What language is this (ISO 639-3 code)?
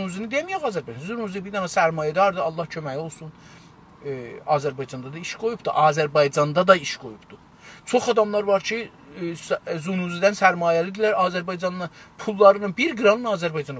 azb